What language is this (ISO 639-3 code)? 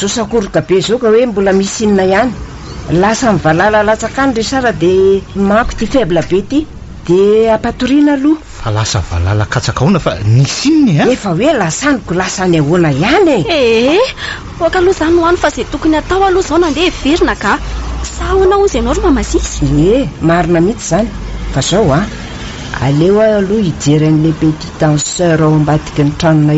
mlg